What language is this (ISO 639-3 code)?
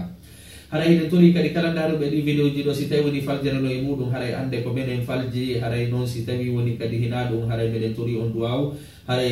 ful